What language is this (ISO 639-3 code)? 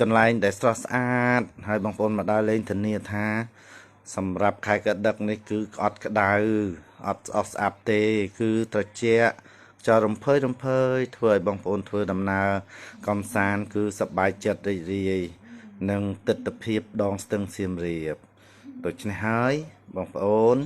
khm